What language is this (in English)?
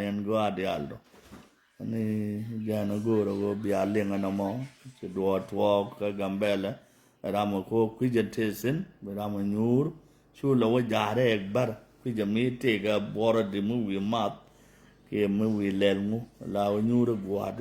Nuer